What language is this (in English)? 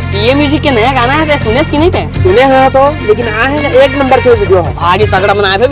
Chhattisgarhi